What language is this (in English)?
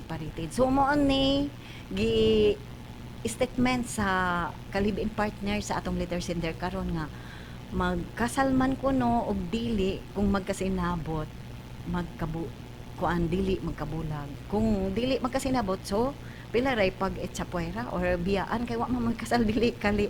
Cebuano